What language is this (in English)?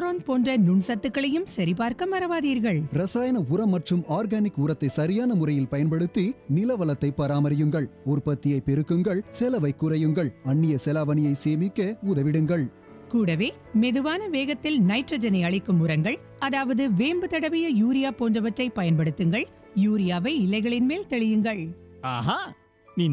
Tamil